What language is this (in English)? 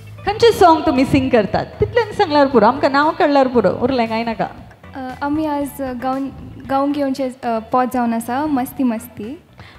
Konkani